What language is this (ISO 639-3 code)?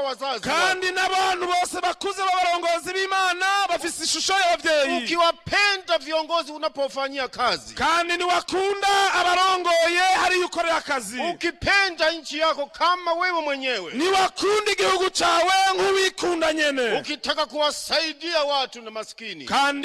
run